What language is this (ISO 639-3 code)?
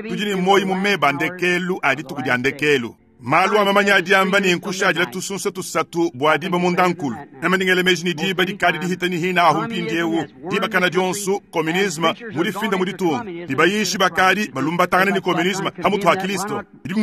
lua